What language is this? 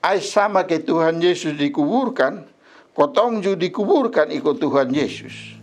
Kupang Malay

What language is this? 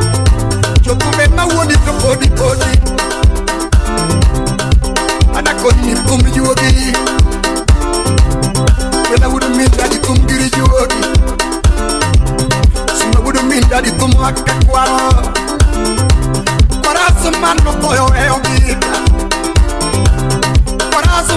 Luo (Kenya and Tanzania)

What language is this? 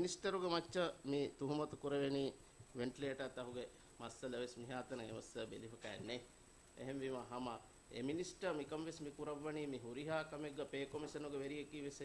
Divehi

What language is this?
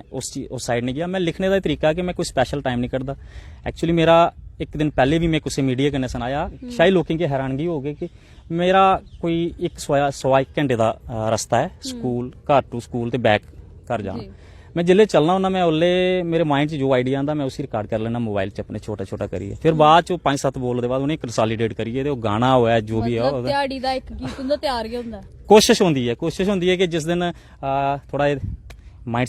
Dogri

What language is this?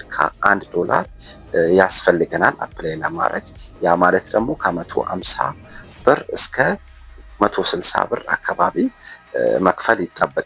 Amharic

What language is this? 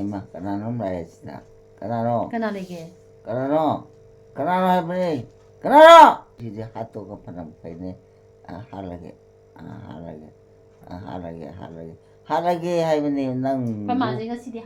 Manipuri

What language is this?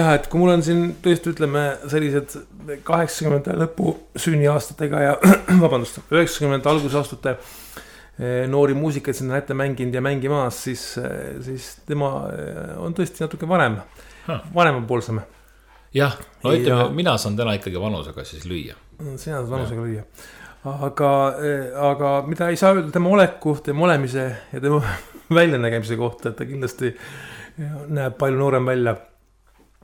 Estonian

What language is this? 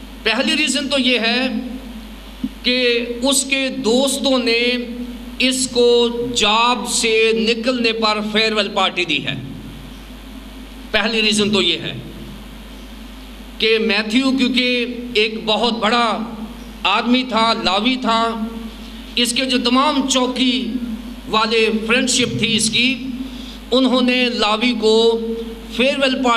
Urdu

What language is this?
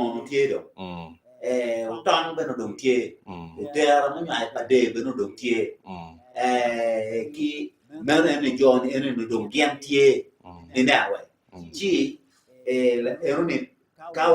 Acoli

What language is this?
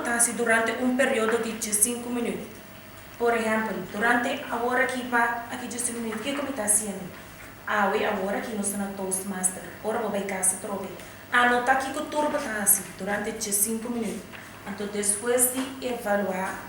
Papiamento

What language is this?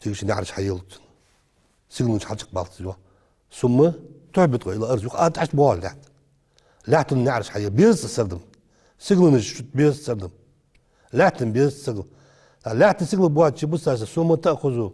Ingush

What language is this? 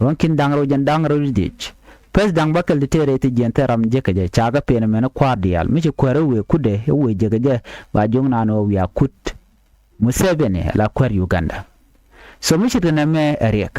Nuer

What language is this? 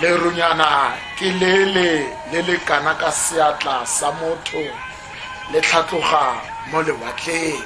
Tswana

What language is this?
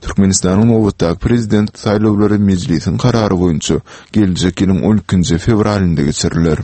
Turkmen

